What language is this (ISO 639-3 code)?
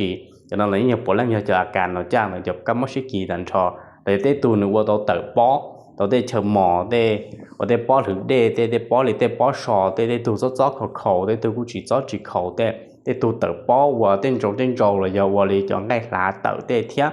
hmn